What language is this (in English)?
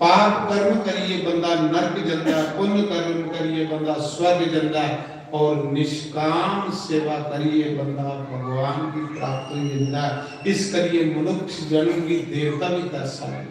Dogri